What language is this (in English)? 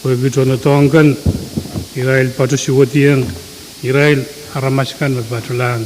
Pohnpeian